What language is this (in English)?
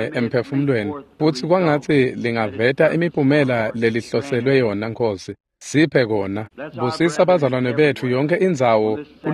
Swati